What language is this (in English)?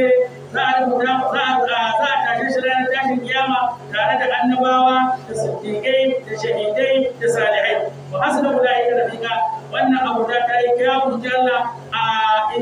Hausa